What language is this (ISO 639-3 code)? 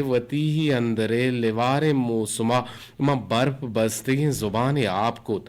bgp